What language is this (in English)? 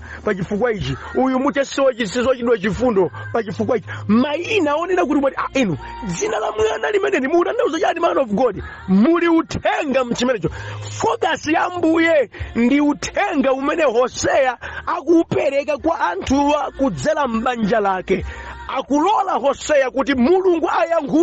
Nyanja